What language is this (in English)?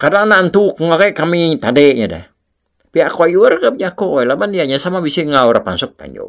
Iban